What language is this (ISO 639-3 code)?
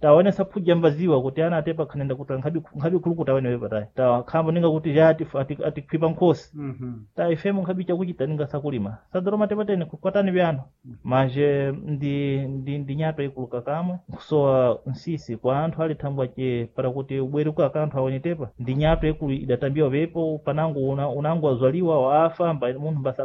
seh